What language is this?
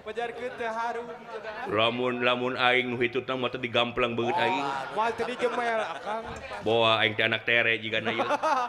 Sundanese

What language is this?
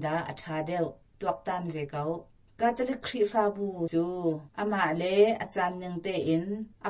Hakha Chin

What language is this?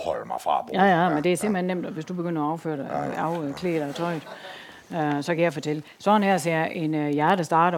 Danish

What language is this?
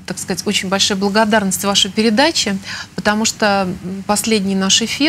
Russian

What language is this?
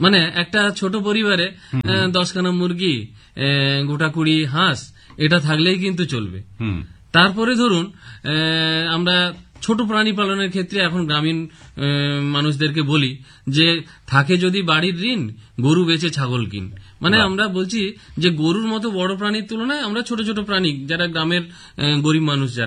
Bangla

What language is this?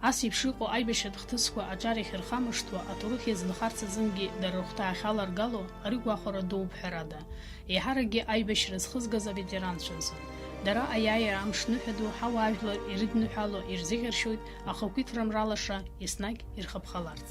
Abkhazian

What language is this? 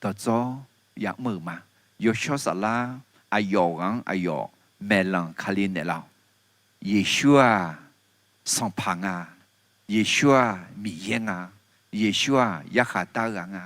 Akha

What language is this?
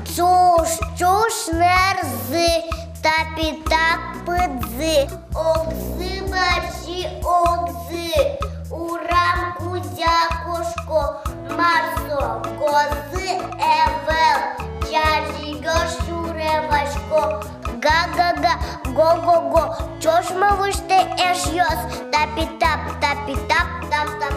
Udmurt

